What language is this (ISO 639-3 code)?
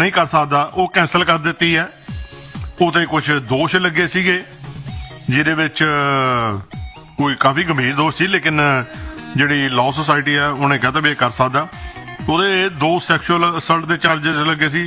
pan